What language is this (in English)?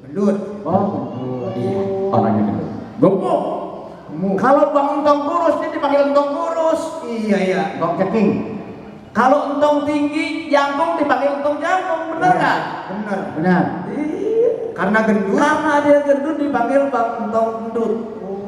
Betawi